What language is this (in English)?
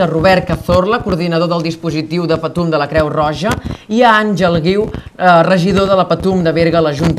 Catalan